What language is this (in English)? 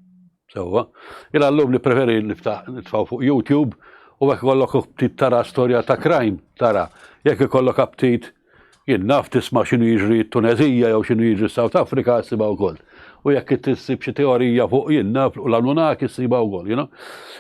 Maltese